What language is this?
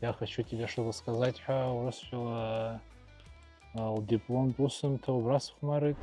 Abkhazian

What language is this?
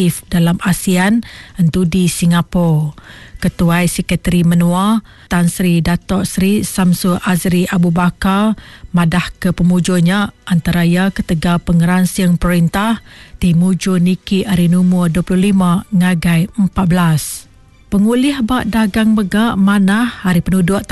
Iban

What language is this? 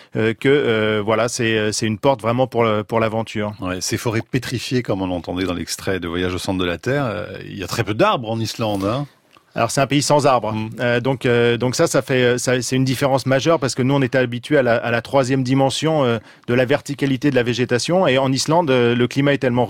French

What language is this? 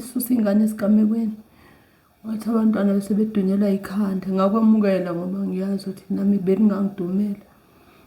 Zulu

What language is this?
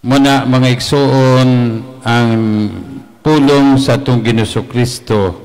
Cebuano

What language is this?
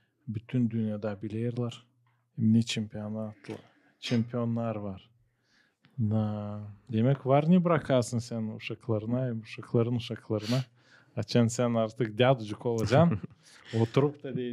Gagauz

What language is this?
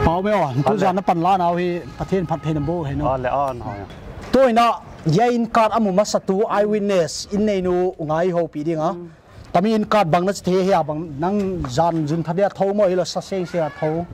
Paite Chin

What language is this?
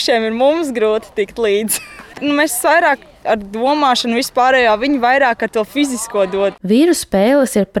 Latvian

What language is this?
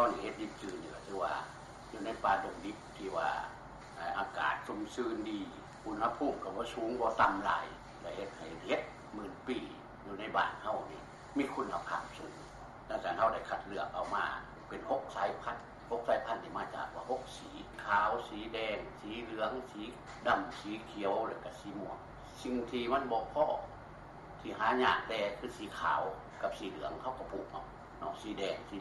Lao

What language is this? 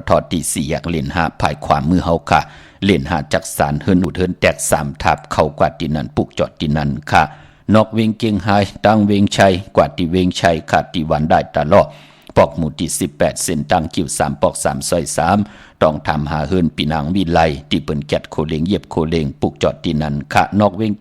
Shan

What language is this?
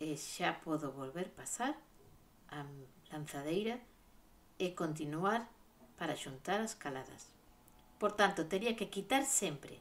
Galician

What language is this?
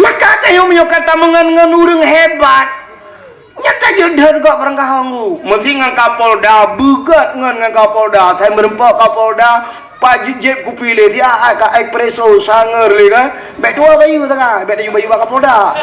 Achinese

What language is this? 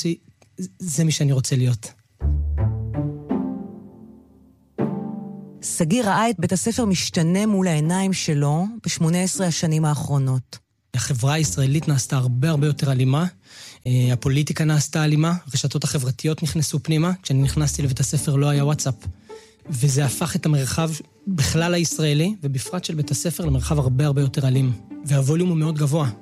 Hebrew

